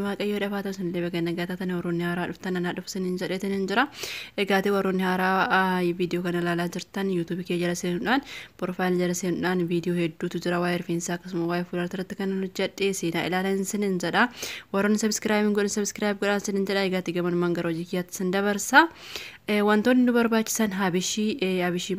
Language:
Oromo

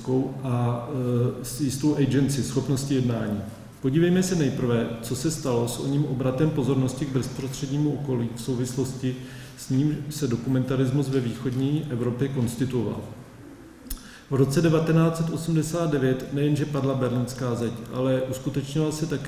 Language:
Czech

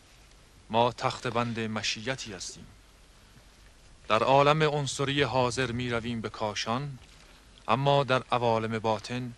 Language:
Persian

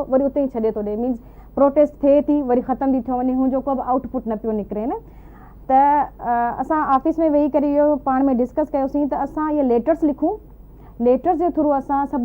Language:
Sindhi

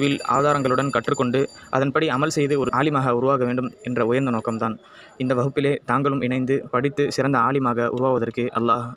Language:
Tamil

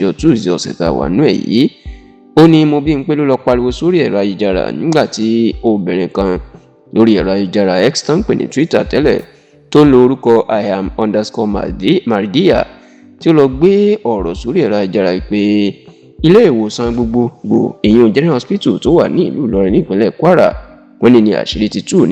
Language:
Yoruba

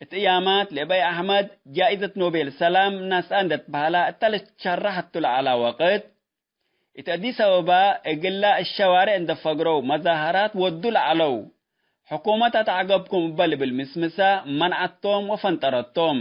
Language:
Tigre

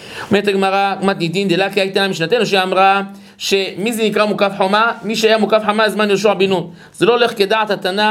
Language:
Hebrew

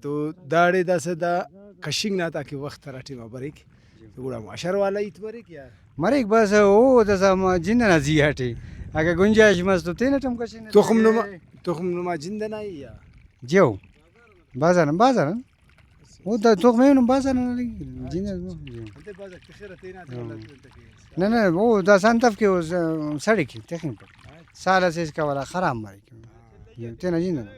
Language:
Brahui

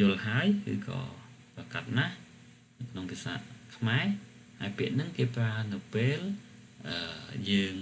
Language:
Khmer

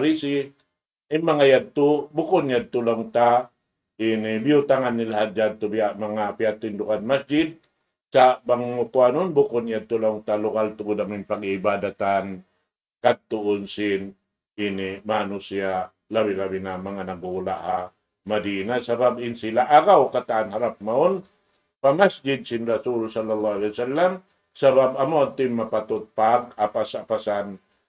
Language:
Tausug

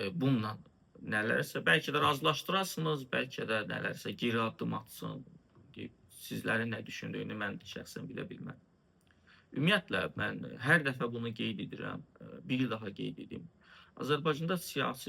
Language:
Azerbaijani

